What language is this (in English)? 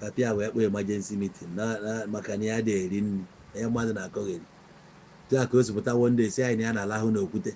Igbo